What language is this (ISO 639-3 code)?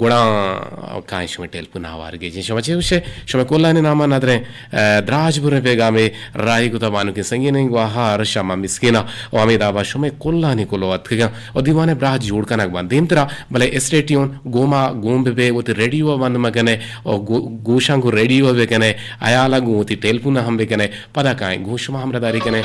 bgp